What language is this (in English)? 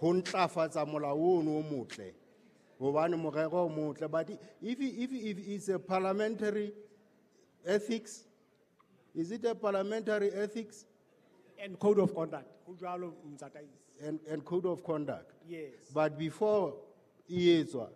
Southern Sotho